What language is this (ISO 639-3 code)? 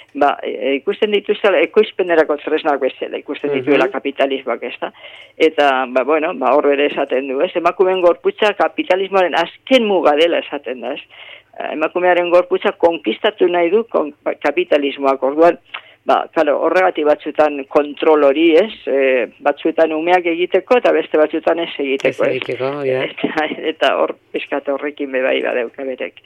eus